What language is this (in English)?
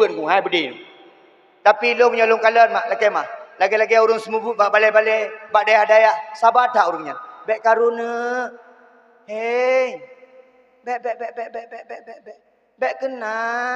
Achinese